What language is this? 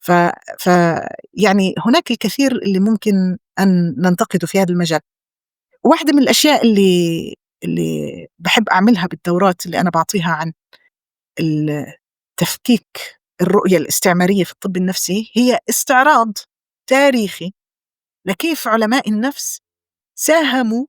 North Levantine Arabic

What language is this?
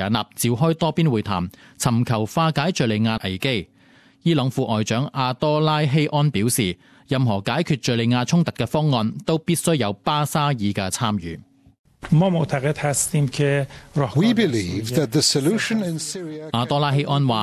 Cantonese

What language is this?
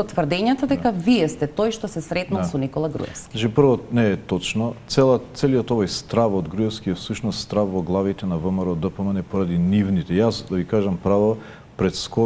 Macedonian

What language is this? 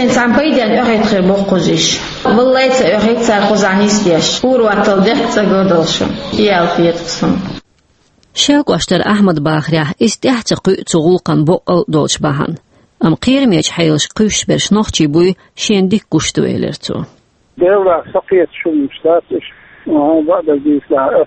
Chechen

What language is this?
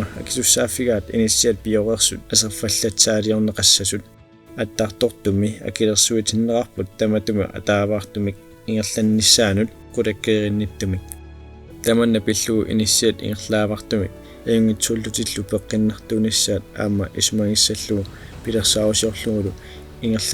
Kalaallisut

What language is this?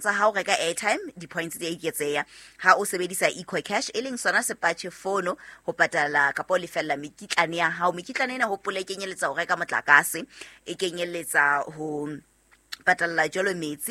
Southern Sotho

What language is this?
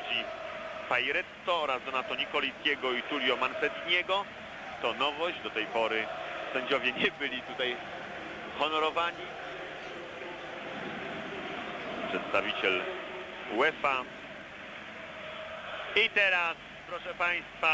Polish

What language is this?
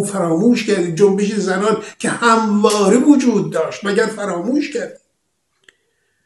Persian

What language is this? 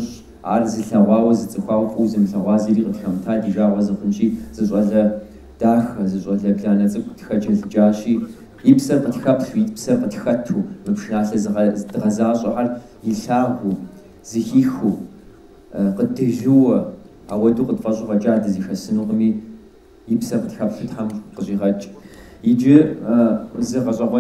Kabardian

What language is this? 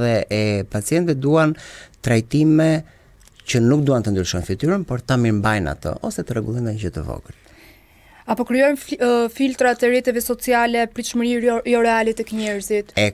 Albanian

